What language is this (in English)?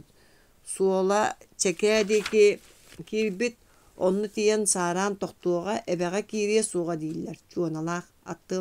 Yakut